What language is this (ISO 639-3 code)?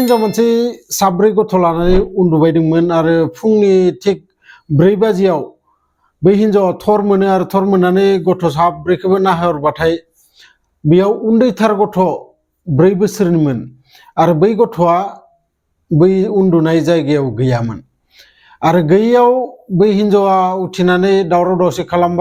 brx